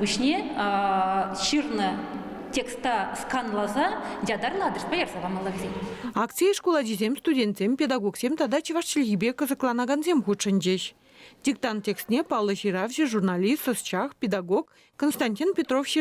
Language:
Chuvash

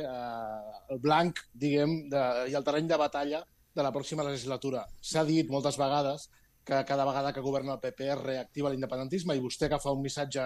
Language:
Catalan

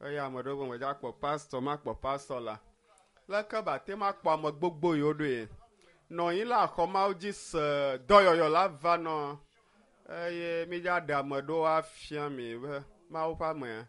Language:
Ewe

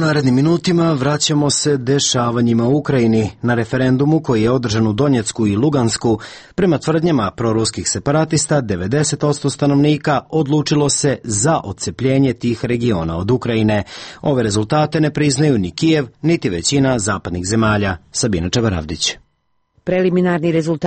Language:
Serbian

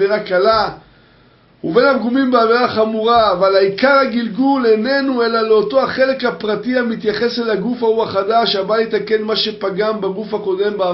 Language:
Hebrew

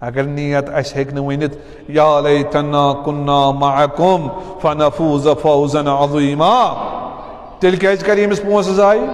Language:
Kashmiri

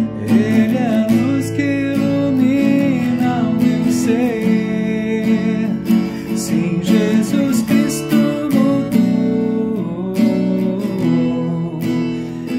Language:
Portuguese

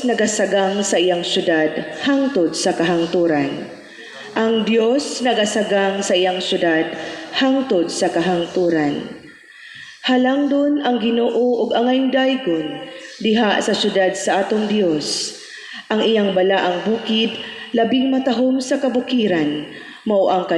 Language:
Cebuano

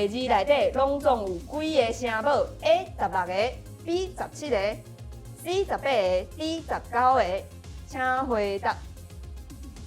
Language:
Min Nan Chinese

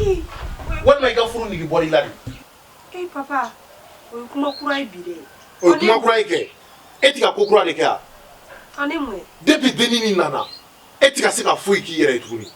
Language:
Bambara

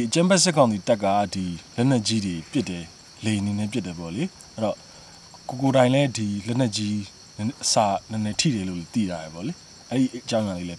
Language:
Burmese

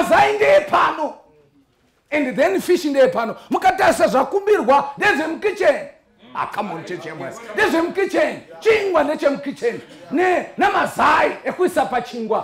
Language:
Shona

